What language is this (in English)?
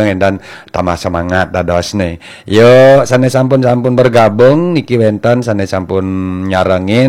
Balinese